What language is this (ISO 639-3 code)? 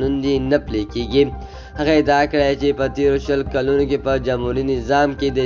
pus